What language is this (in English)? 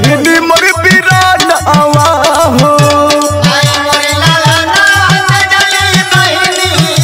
Bhojpuri